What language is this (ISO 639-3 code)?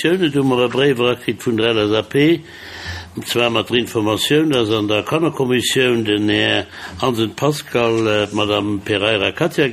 ltz